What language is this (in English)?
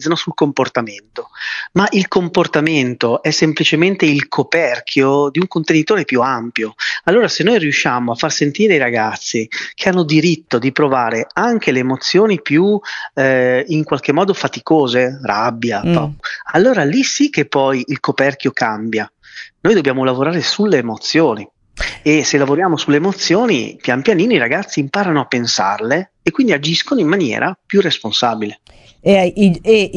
Italian